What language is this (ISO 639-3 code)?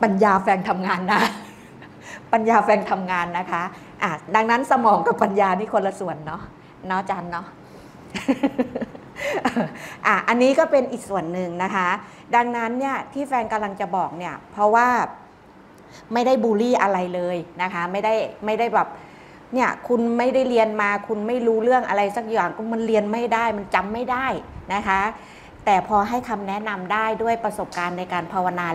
tha